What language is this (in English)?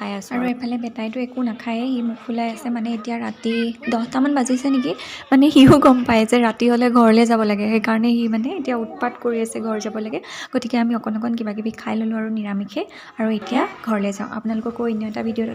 Assamese